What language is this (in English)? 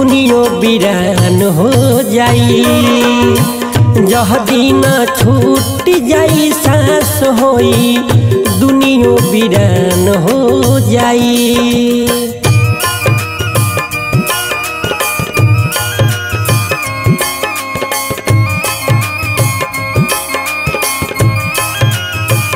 Bhojpuri